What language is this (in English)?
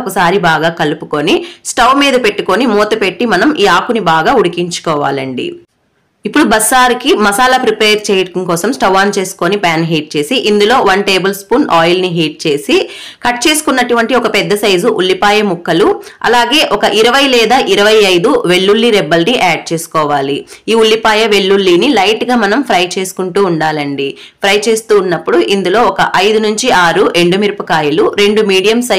Telugu